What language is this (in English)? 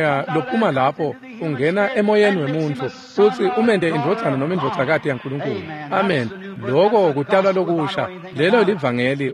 Swati